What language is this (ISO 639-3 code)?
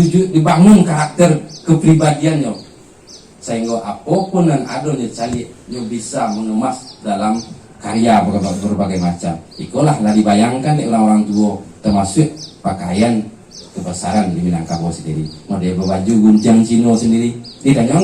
min